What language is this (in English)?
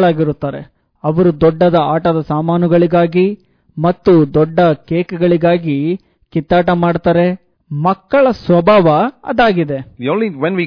Kannada